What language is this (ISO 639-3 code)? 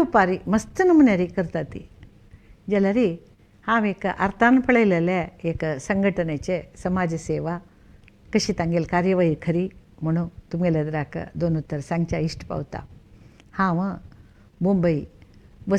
kok